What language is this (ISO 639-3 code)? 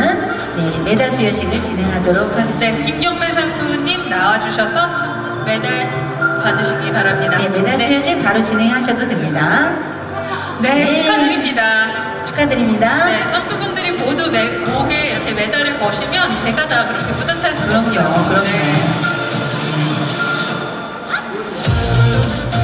kor